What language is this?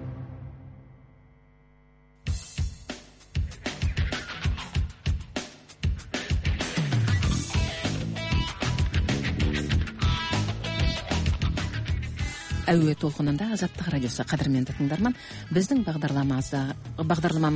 Kazakh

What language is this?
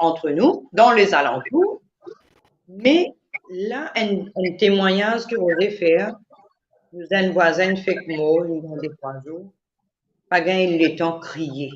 Morisyen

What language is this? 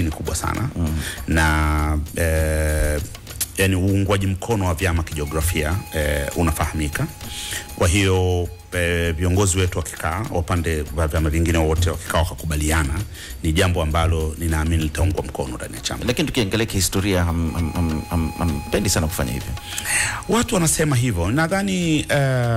Swahili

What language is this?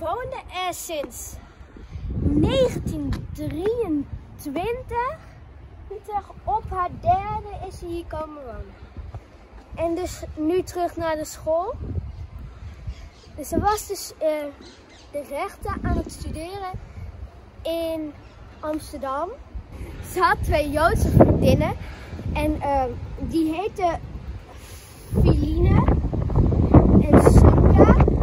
Dutch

